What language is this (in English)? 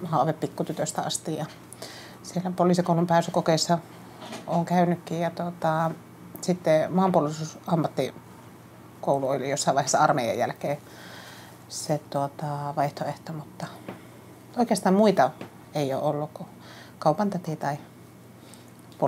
Finnish